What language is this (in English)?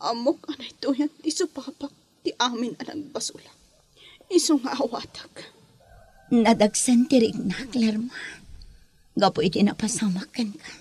Iloko